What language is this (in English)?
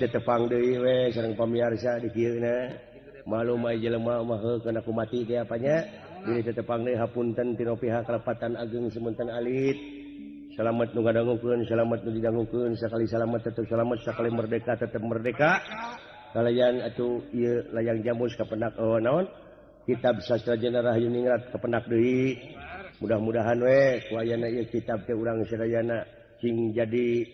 Sundanese